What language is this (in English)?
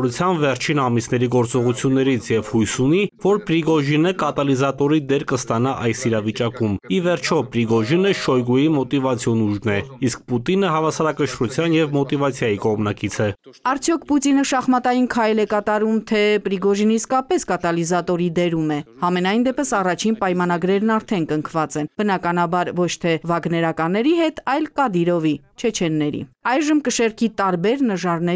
Armenian